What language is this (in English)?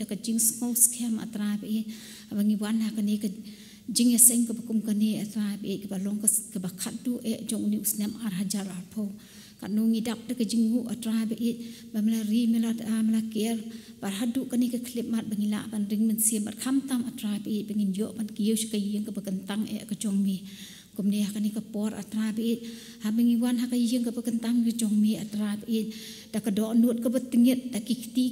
Khasi